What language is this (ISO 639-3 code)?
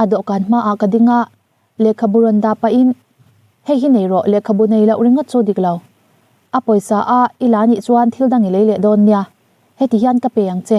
lus